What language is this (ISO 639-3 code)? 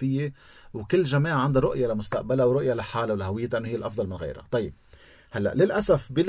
apc